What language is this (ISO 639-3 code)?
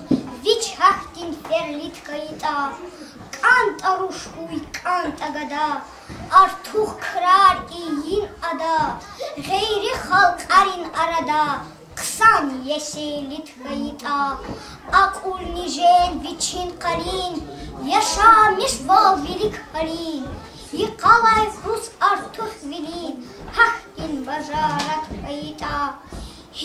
lez